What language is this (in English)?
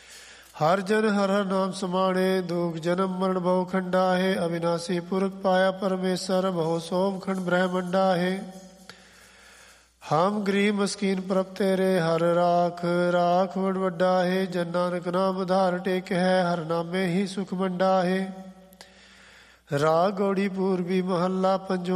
Punjabi